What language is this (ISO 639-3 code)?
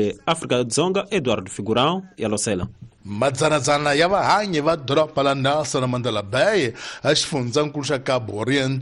tso